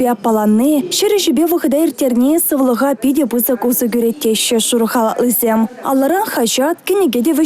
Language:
Chuvash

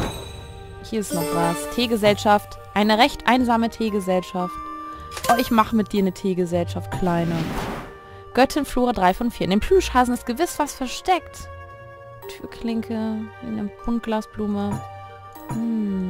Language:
German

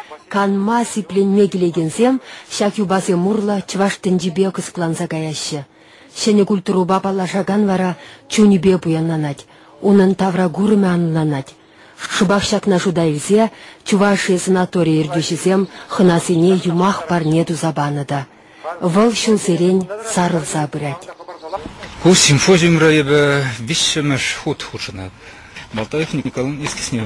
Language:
Chuvash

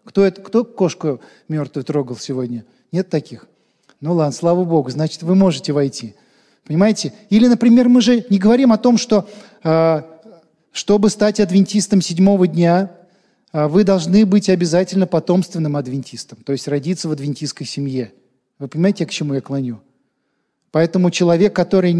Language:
Russian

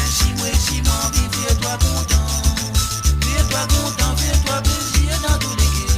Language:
Morisyen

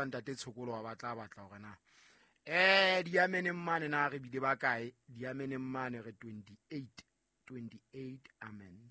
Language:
Southern Sotho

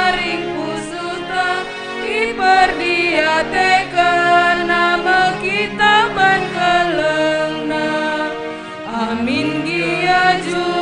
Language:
Batak Karo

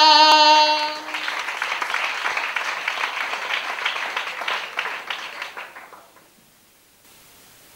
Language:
Basque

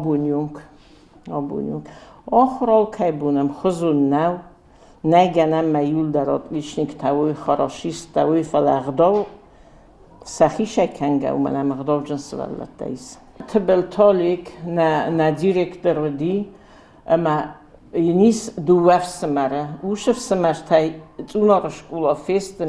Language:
Ossetic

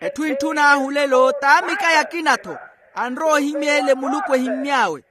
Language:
Makhuwa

